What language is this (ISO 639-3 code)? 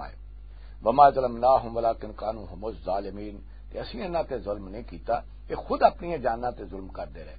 lah